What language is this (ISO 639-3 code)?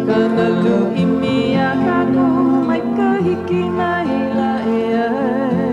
haw